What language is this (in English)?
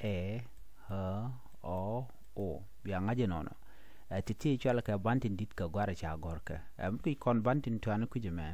Nuer